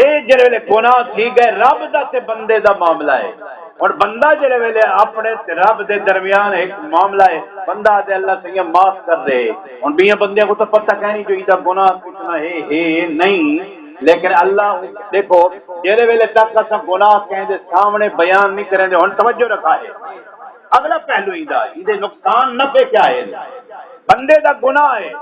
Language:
Saraiki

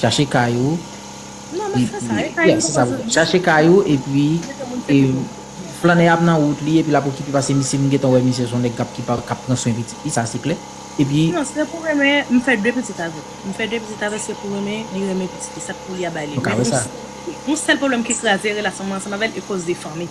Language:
Haitian Creole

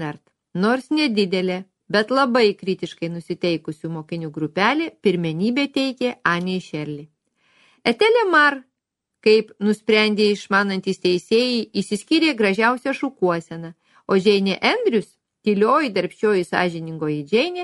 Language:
Lithuanian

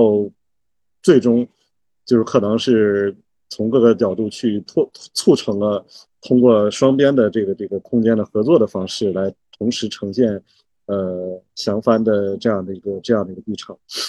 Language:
Chinese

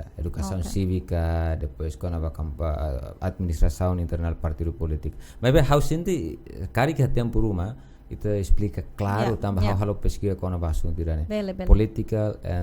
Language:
Tetum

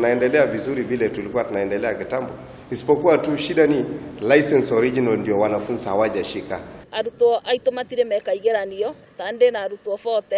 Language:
Kikuyu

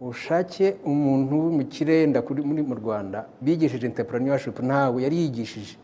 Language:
Kinyarwanda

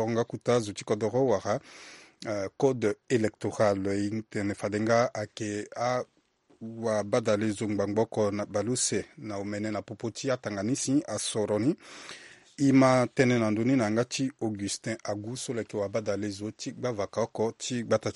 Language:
Sango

